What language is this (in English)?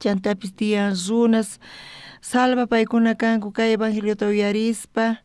South Bolivian Quechua